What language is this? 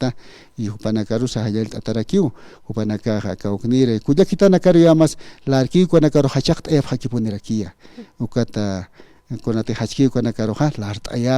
Aymara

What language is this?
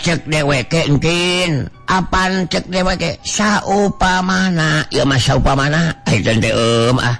Sundanese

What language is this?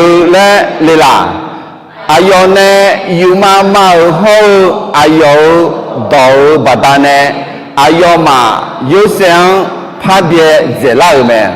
Akha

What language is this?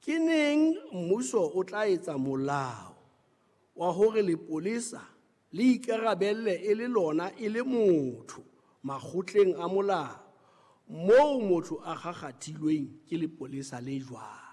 Southern Sotho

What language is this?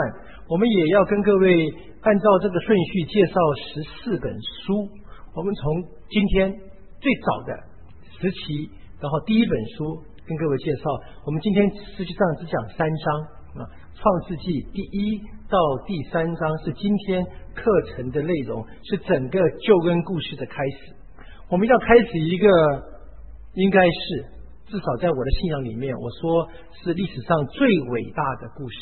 Chinese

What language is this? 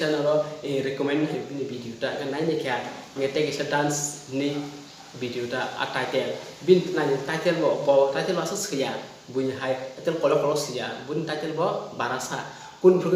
Kok Borok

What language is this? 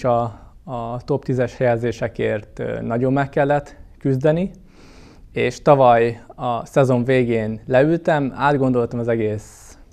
Hungarian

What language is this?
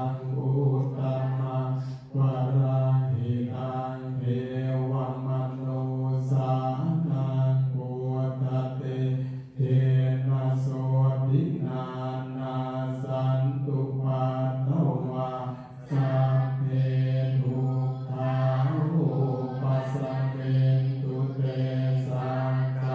Pali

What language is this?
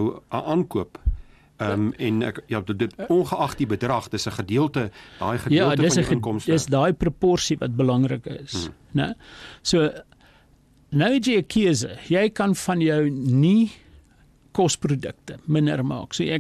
Afrikaans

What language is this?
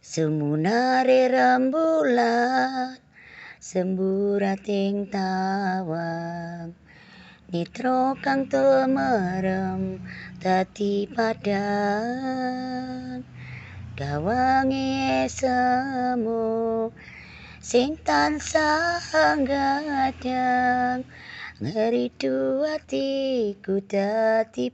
Javanese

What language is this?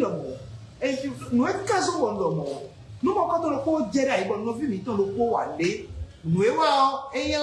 Fon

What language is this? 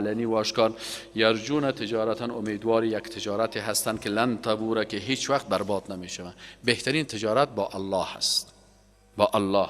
Persian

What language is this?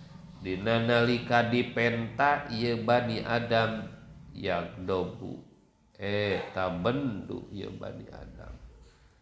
Sundanese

